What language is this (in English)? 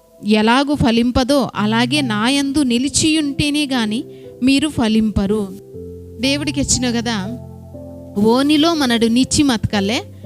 Koya